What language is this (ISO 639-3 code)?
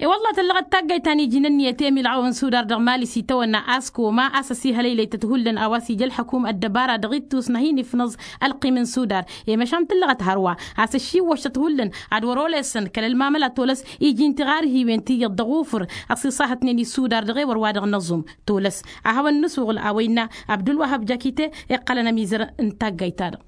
taq